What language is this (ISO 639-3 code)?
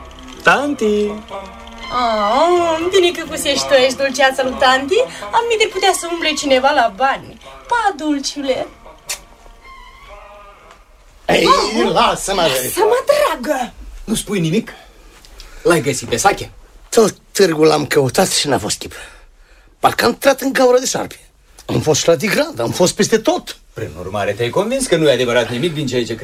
ron